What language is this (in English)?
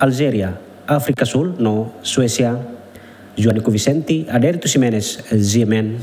Tetum